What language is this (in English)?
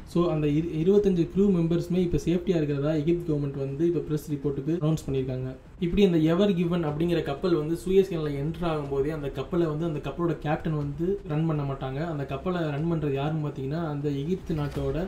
Tamil